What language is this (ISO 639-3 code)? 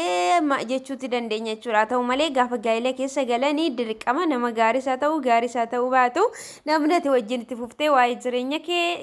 orm